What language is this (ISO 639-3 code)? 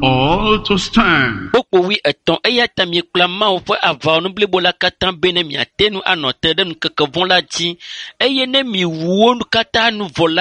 ewe